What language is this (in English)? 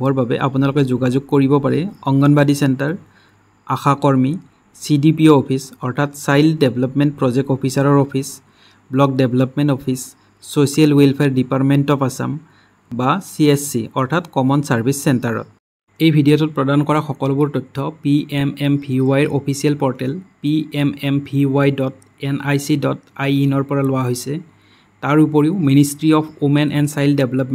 Assamese